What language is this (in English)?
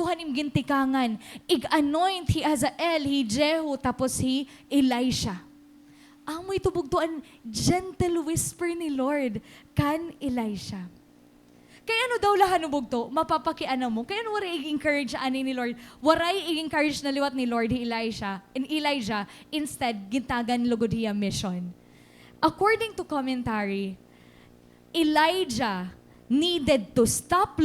Waray